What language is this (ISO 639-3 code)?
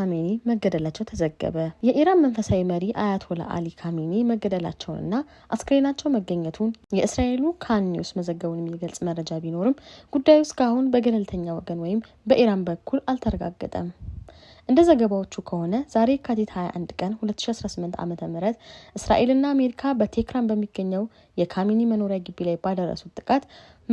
amh